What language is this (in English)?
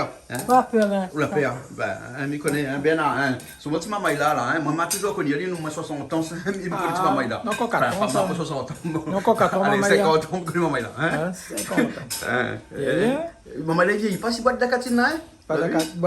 Réunion Creole French